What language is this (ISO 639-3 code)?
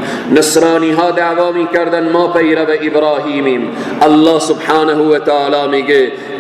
fas